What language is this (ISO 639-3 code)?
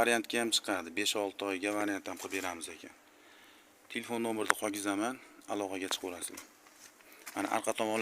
uzb